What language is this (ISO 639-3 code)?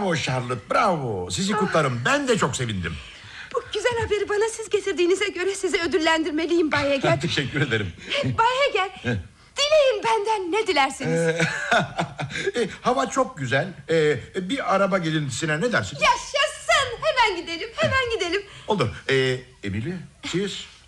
tur